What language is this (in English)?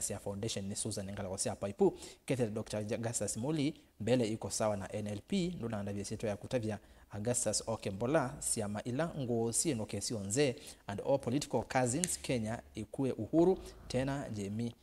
Kamba